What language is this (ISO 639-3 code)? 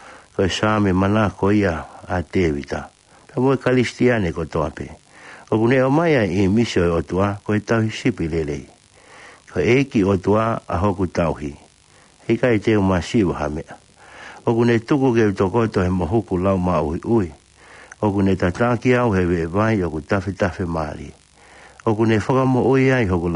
ton